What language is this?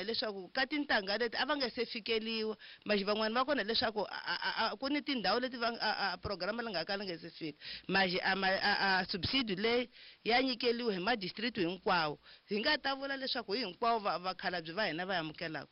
Tsonga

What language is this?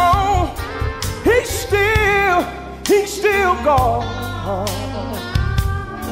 English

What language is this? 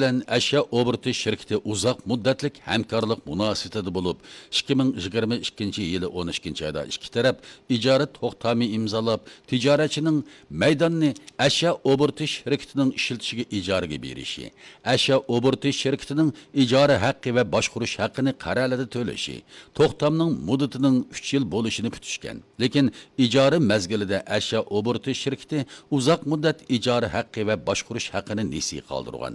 Uyghur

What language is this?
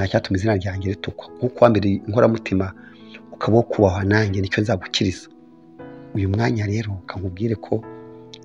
Kinyarwanda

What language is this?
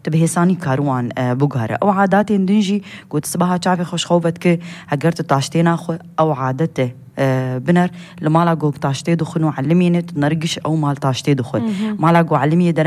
Kurdish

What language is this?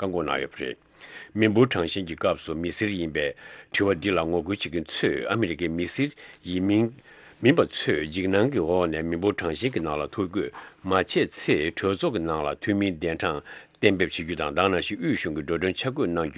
Tibetan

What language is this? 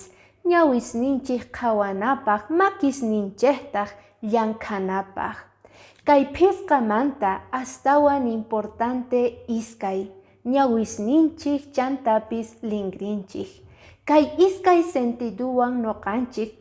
Quechua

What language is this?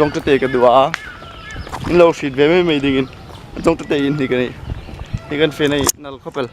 Hmar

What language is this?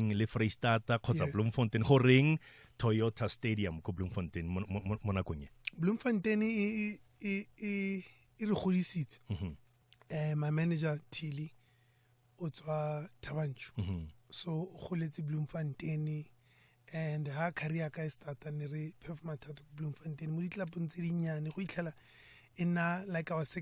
Tswana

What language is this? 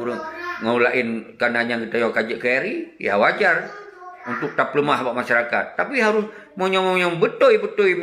Achinese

